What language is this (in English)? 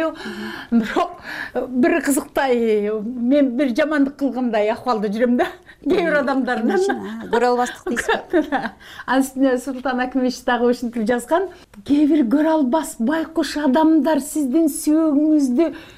Kyrgyz